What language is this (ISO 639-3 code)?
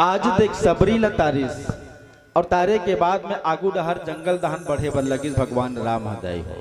hne